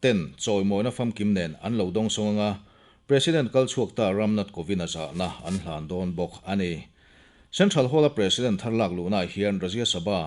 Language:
Mizo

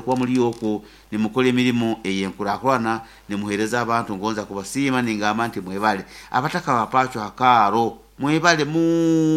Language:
Nyoro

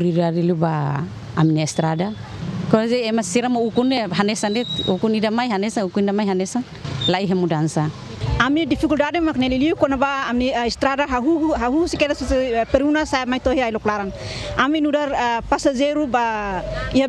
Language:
Tetum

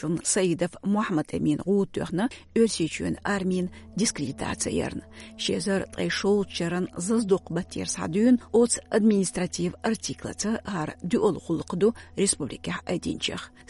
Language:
Chechen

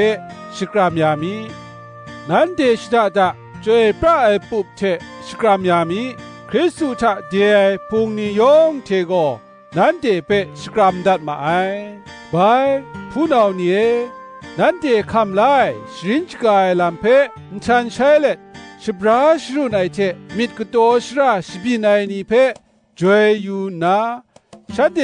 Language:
Kachin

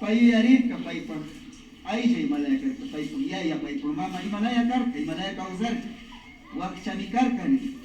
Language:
Imbabura Highland Quichua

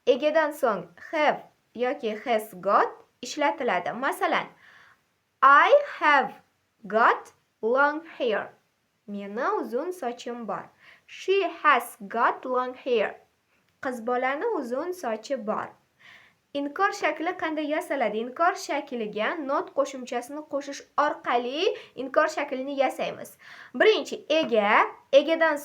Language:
Uzbek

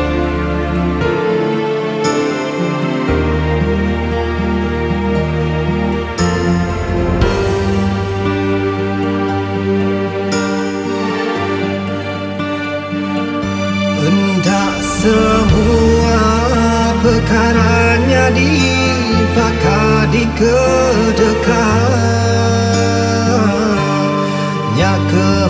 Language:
Malay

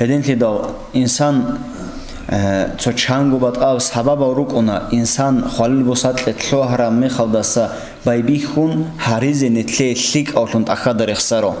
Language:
Avaric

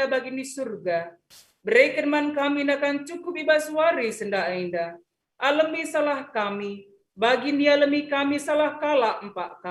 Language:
Batak Karo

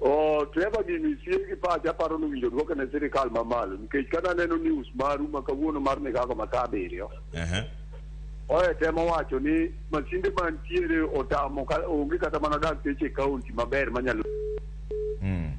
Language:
Luo (Kenya and Tanzania)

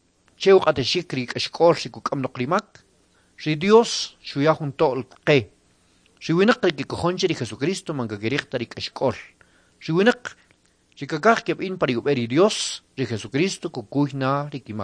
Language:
Kʼicheʼ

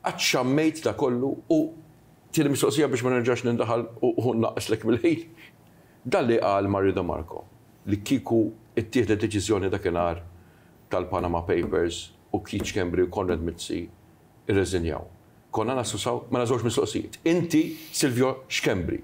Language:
Maltese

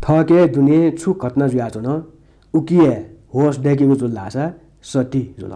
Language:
Newari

